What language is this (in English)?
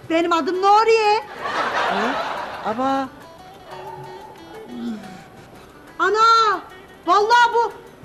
Turkish